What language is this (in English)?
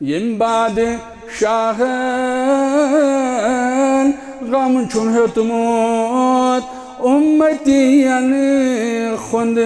Kashmiri